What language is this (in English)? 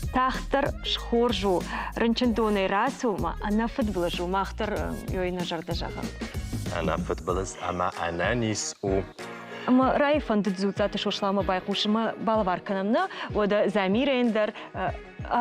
Ossetic